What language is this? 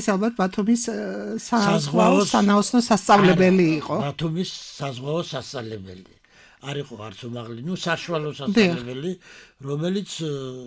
Georgian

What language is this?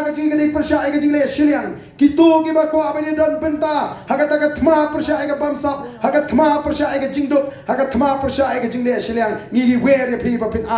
Khasi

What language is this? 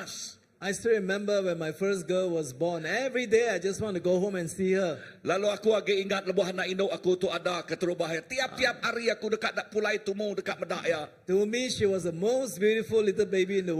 Iban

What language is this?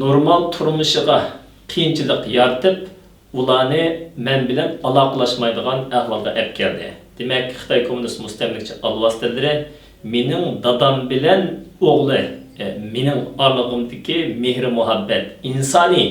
Uyghur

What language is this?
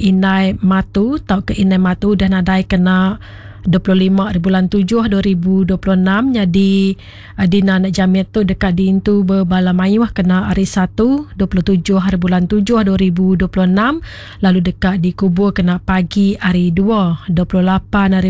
Iban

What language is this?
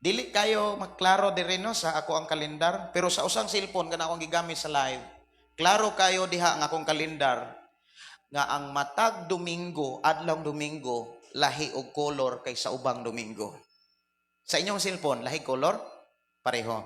Cebuano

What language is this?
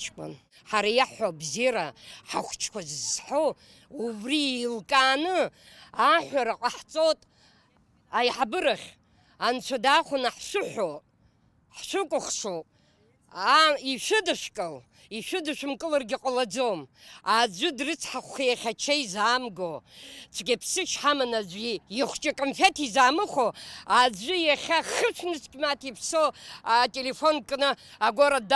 Abkhazian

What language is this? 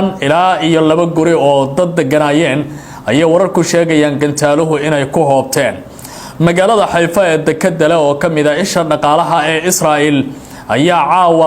Somali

